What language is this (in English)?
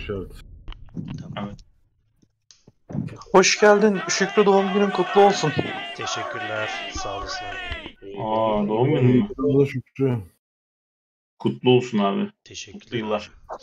Turkish